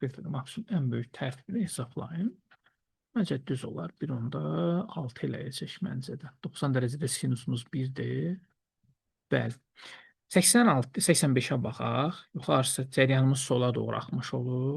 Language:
Azerbaijani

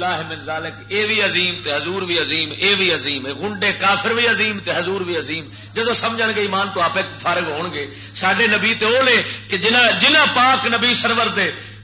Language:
Western Panjabi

